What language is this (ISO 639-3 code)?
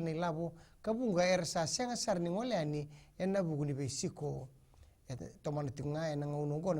fij